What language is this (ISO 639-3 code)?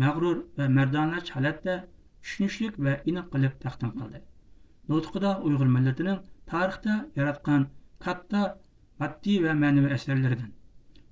uig